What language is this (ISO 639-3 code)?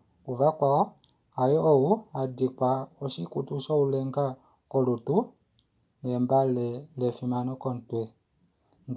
kua